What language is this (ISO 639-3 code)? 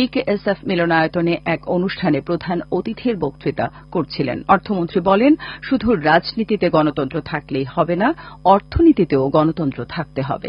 ben